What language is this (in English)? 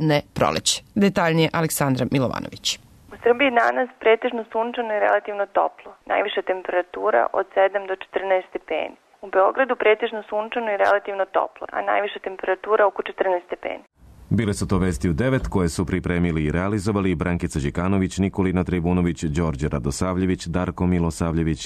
Serbian